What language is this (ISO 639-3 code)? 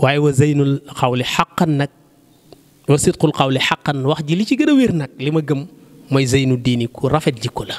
wol